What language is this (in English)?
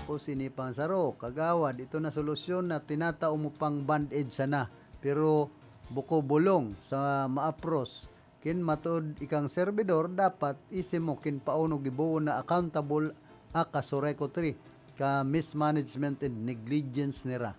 Bikol